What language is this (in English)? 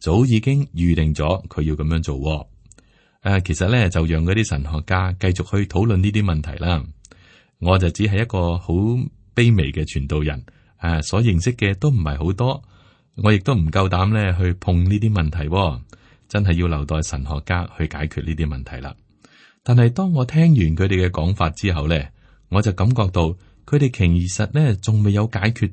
Cantonese